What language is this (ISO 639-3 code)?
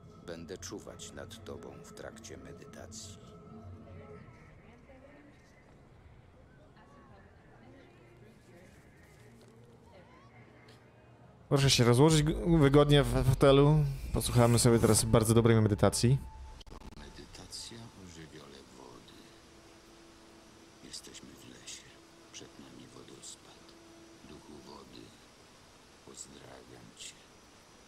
pol